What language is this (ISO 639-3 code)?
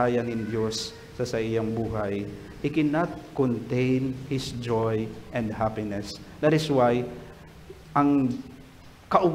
bik